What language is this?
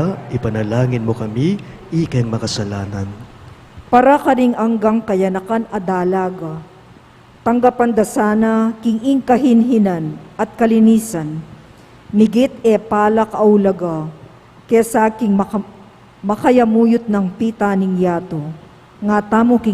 Pampanga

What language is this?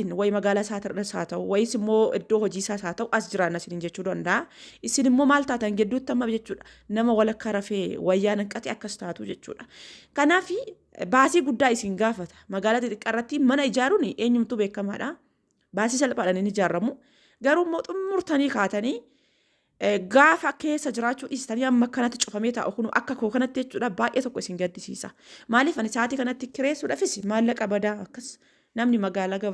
Oromo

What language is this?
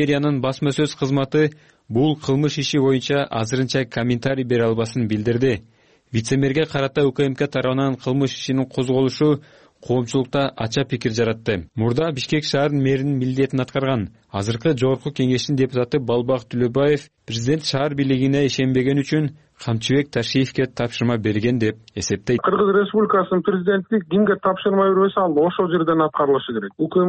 Kyrgyz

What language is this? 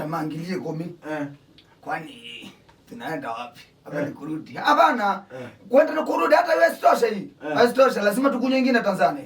Kamba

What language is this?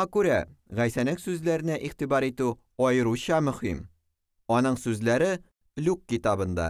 Tatar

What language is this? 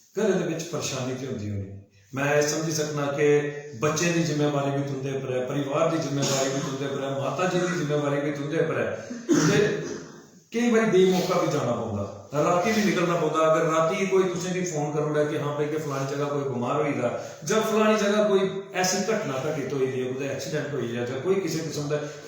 Dogri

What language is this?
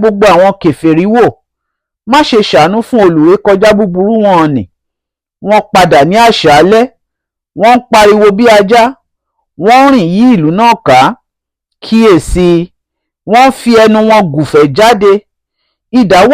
Yoruba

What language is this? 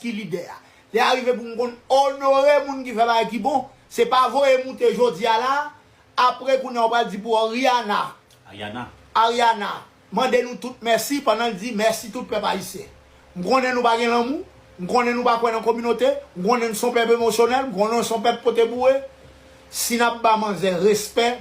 Haitian Creole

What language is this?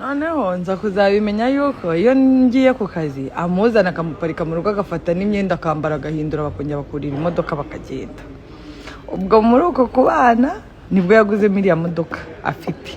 Kinyarwanda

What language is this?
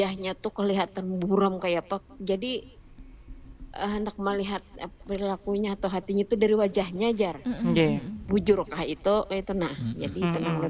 Banjar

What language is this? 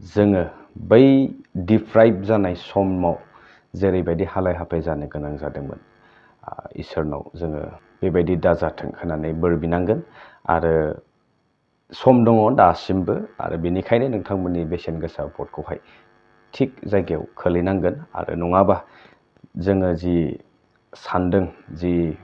Bodo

